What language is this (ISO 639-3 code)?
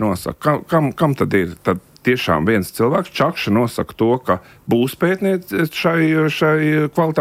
lav